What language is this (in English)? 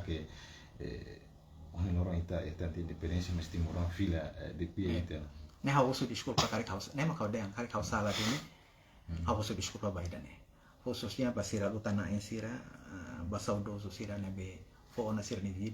Tetum